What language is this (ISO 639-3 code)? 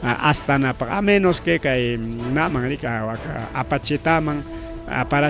quy